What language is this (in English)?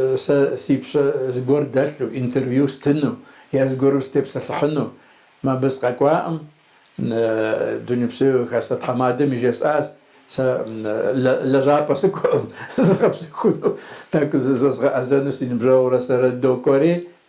Kabardian